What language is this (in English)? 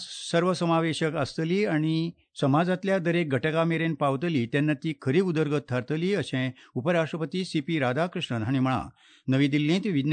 Konkani